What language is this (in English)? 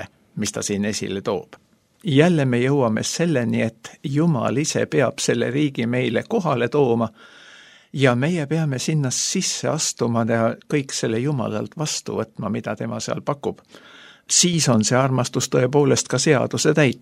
Estonian